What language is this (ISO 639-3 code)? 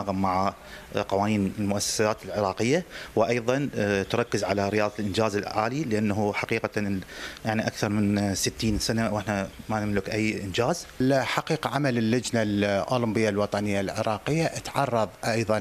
acm